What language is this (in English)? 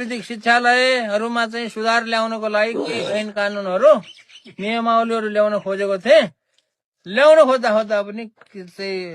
Nepali